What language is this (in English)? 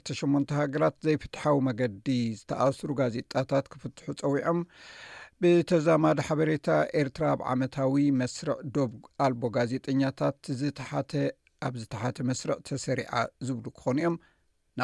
Tigrinya